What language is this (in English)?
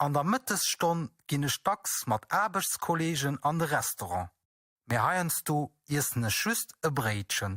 Luxembourgish